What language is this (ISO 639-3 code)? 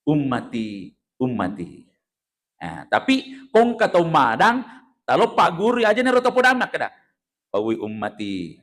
bug